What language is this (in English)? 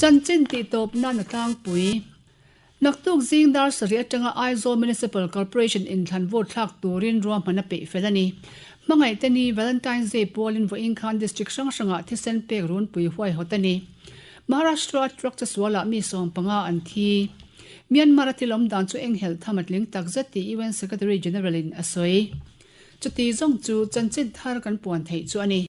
Mizo